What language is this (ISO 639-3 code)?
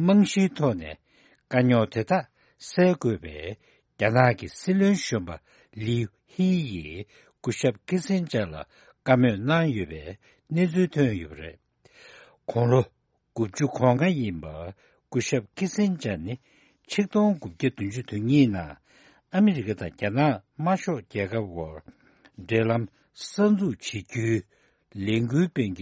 bod